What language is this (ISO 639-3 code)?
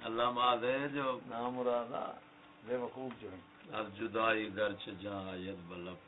skr